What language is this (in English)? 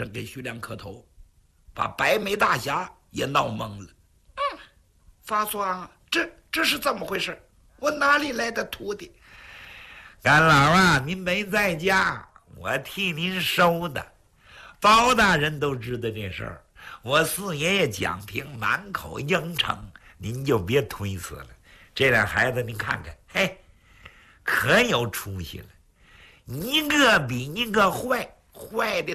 Chinese